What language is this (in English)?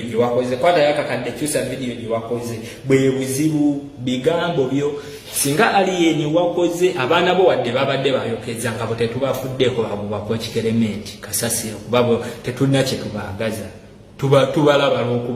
Ganda